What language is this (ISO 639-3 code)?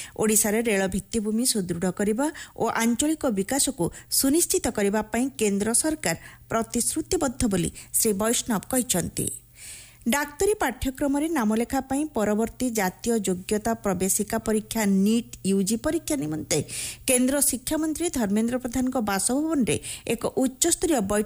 ori